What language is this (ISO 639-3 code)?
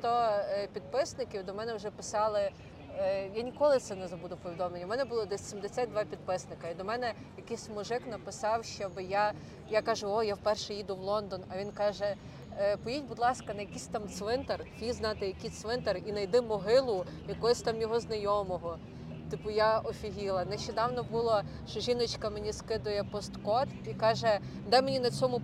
ukr